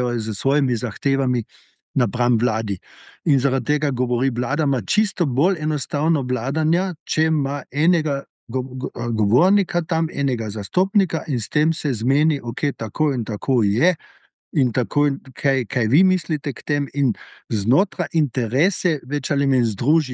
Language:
Slovenian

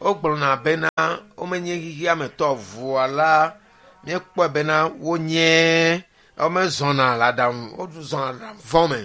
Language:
Ewe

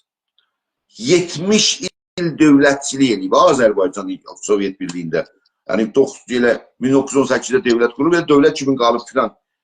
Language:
South Azerbaijani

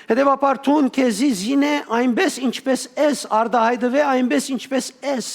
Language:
Western Armenian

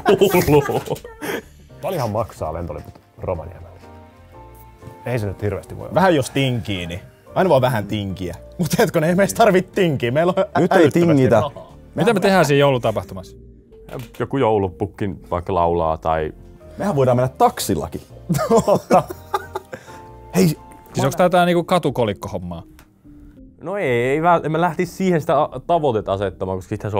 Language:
Finnish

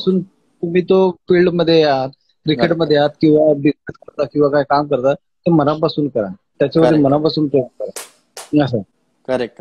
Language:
Marathi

